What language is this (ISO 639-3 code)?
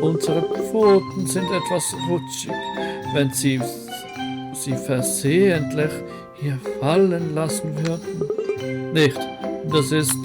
gsw